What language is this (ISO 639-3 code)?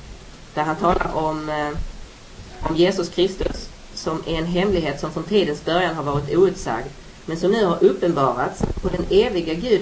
swe